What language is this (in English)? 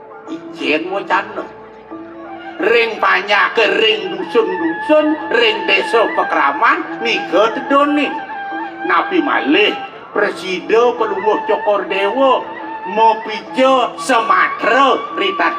Balinese